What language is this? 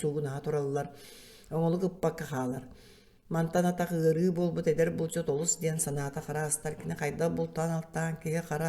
Yakut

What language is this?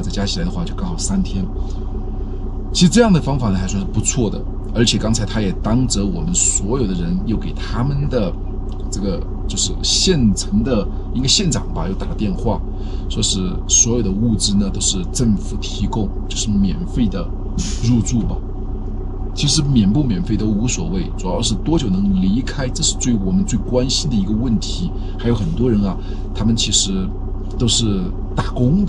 Chinese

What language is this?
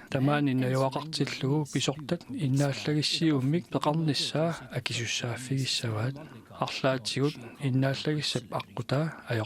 Kalaallisut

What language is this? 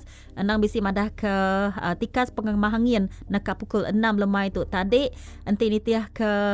Iban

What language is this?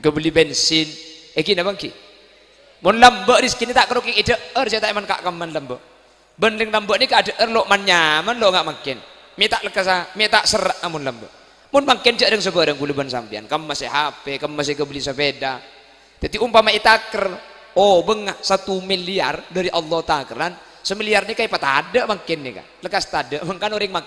Madurese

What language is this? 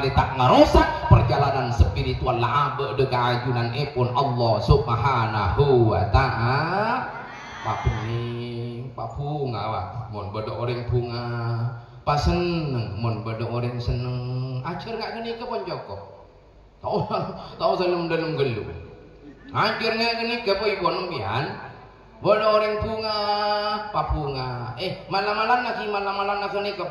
Madurese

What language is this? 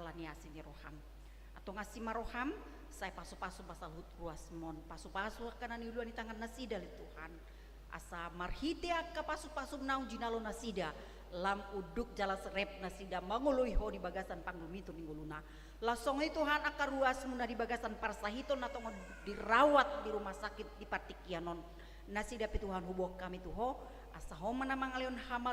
Batak Toba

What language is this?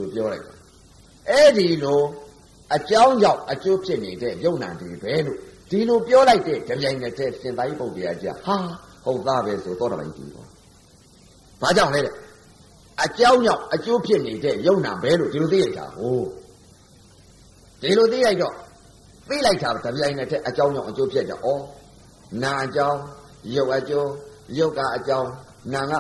Burmese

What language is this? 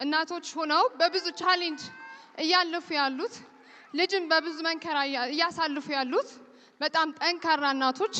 Amharic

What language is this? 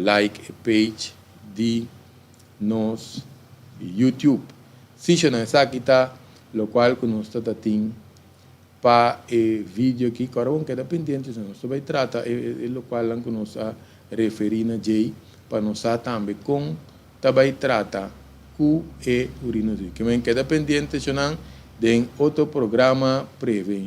Papiamento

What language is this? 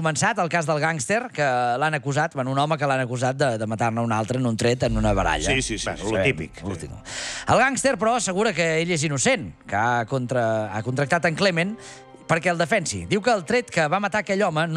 Catalan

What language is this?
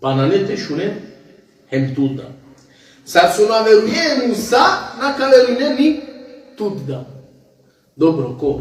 Balkan Romani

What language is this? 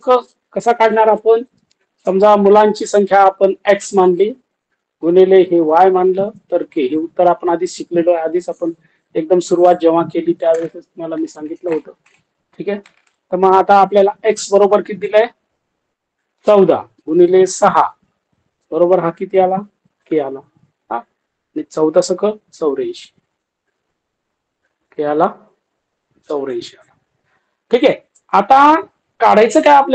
Marathi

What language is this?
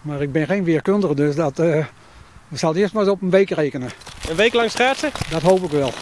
Western Frisian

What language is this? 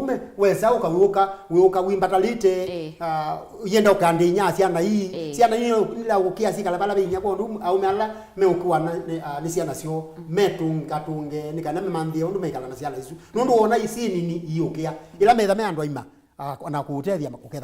Kamba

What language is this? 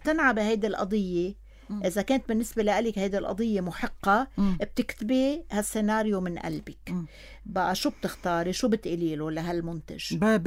North Levantine Arabic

